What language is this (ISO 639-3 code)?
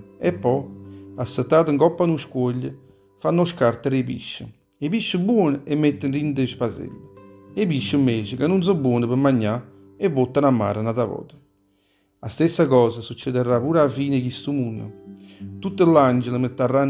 nap